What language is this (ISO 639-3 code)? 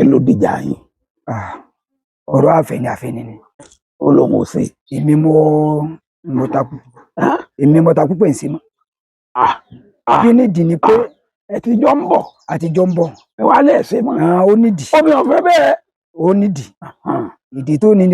yor